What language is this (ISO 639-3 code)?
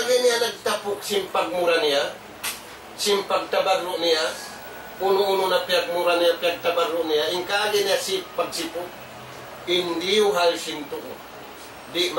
tsg